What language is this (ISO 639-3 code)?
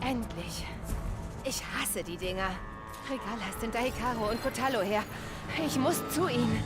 bar